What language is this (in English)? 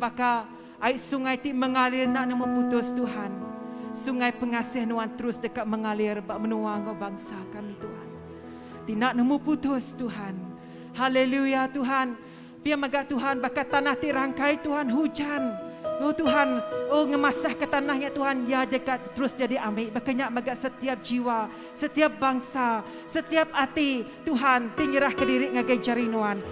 Iban